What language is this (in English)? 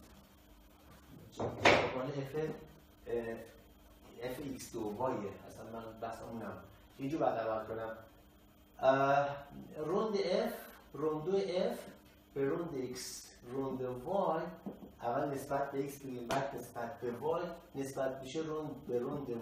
Persian